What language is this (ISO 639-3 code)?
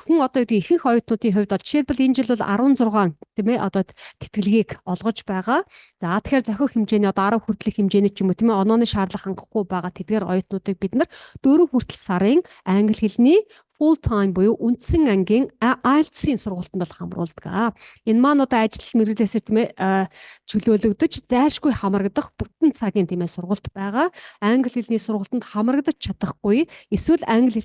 mon